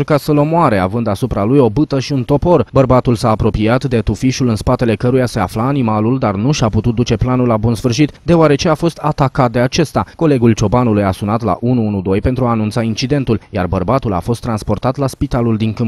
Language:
Romanian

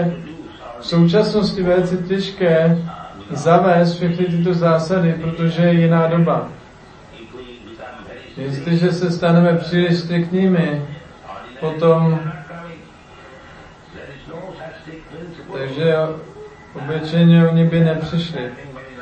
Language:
Czech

